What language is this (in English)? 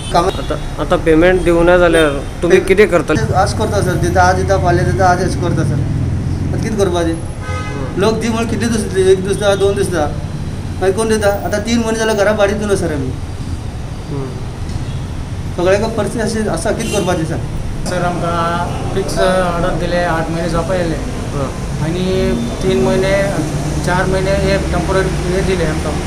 Konkani